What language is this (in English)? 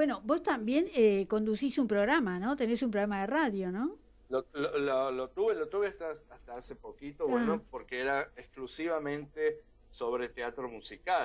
Spanish